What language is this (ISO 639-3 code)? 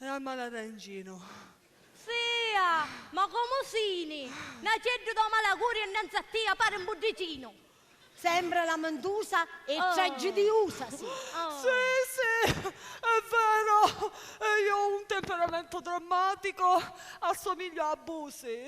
scn